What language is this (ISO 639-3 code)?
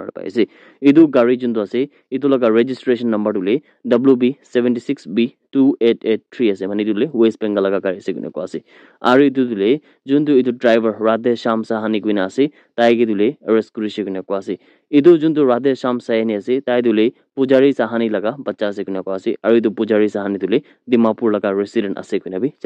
nag